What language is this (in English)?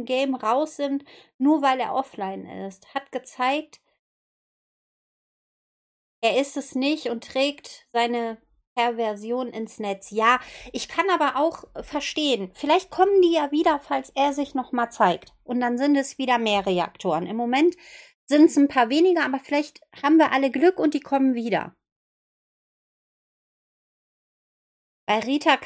German